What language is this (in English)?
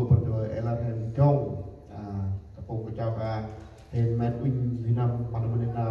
Central Mnong